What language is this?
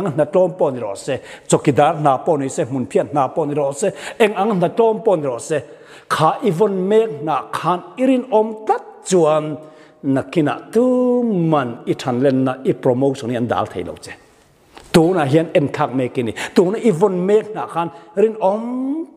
Mizo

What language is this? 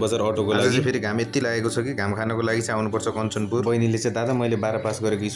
Nepali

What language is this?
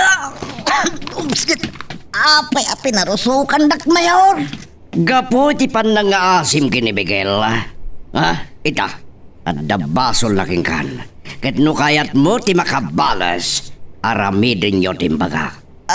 Iloko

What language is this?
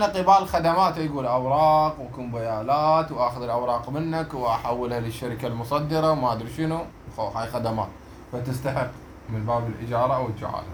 Mesopotamian Arabic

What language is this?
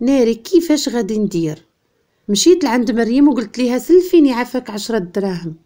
Moroccan Arabic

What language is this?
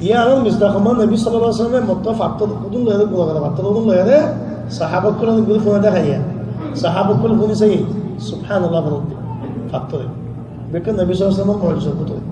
Rohingya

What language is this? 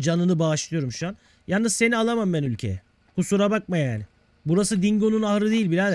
Turkish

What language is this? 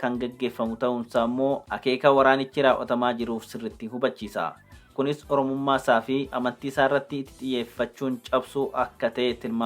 Oromo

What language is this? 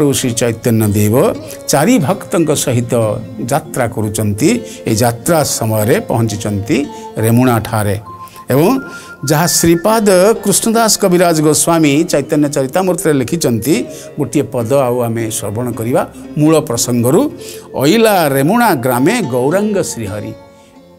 Odia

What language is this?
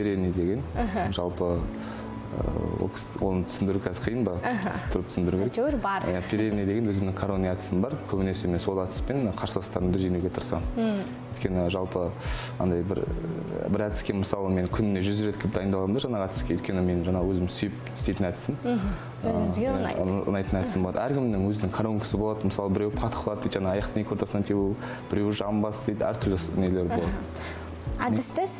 Kazakh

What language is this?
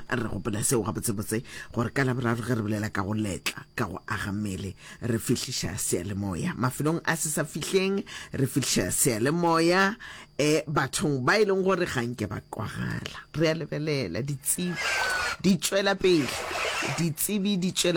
Northern Sotho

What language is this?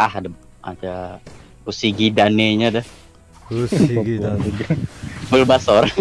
Banjar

